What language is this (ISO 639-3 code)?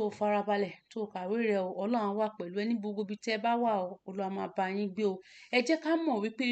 yor